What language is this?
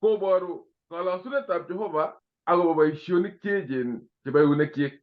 Kalenjin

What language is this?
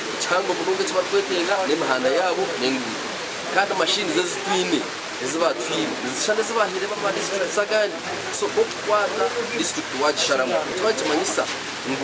Nyankole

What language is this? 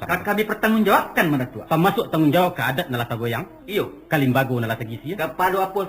Minangkabau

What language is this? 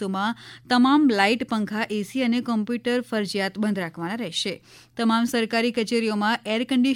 Gujarati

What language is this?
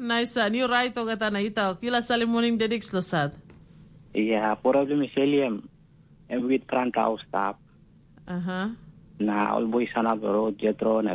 Tok Pisin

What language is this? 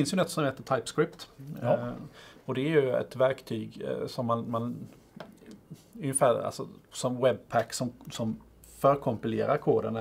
Swedish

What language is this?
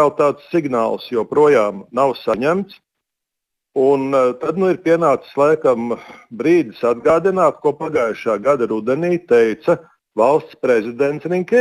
Latvian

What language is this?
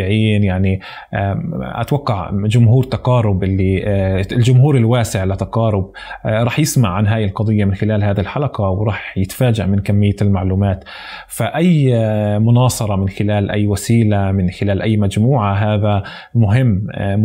North Levantine Arabic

